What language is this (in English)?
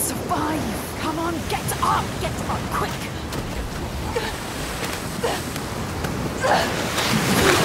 Czech